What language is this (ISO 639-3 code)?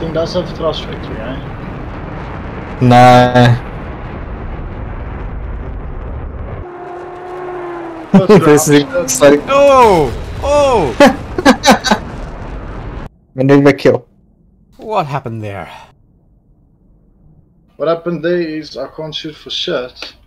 eng